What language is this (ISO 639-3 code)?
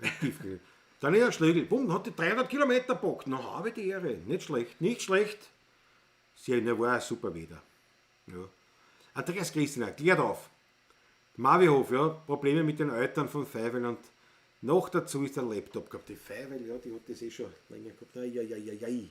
bar